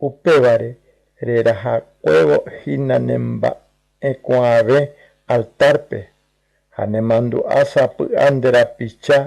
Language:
Guarani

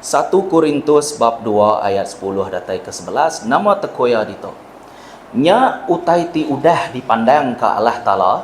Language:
Iban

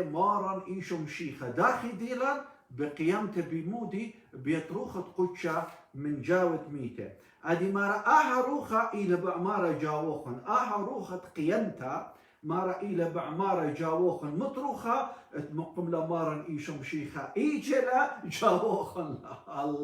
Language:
Assyrian Neo-Aramaic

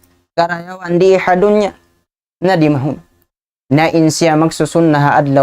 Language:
Tausug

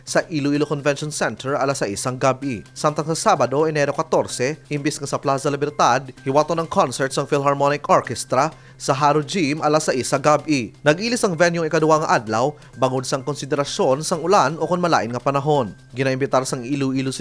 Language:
Hiligaynon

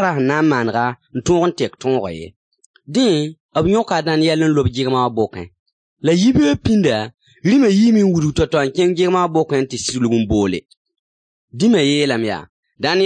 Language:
Mossi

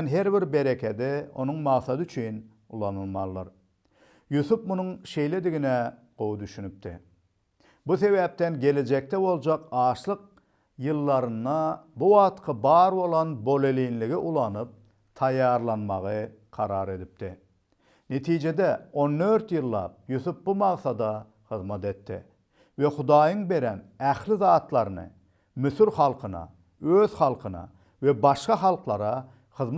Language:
Turkmen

